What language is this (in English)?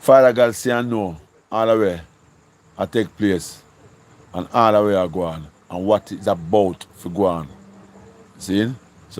Jamaican Creole English